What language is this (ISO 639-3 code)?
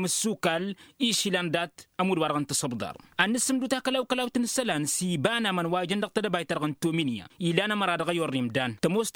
taq